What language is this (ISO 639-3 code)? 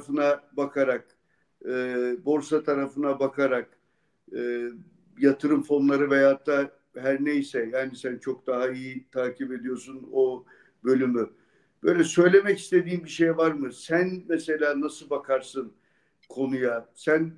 tur